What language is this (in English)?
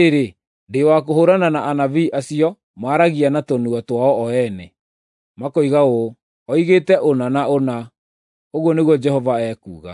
Kikuyu